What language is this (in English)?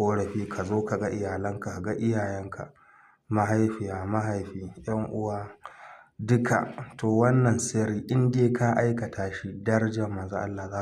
Hausa